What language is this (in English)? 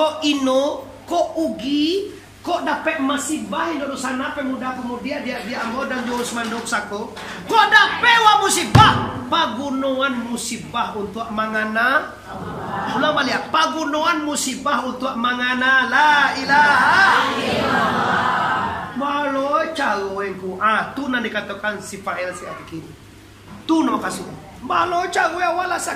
Minangkabau